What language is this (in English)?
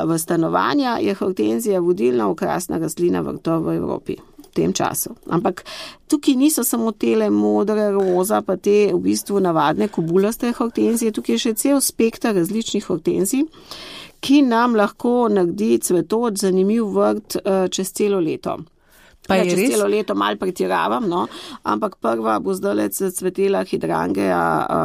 Slovenian